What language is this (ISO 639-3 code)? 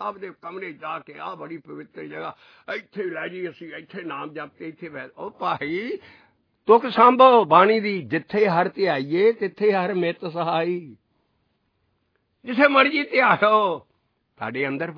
pan